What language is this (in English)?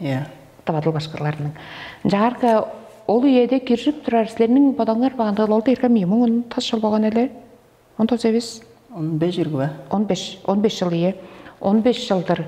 Tuvinian